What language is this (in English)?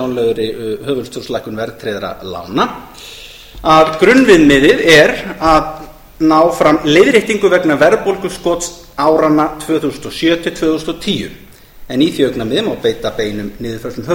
Icelandic